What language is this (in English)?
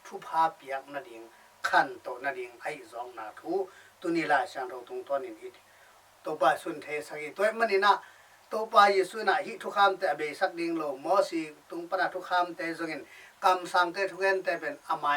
Tedim Chin